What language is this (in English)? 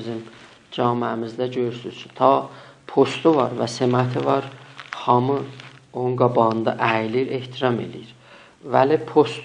South Azerbaijani